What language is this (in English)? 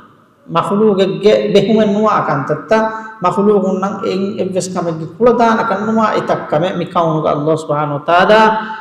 Divehi